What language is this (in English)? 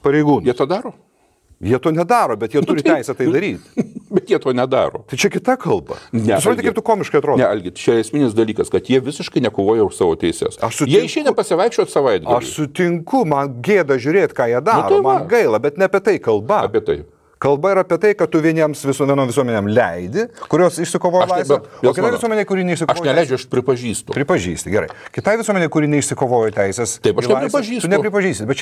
Lithuanian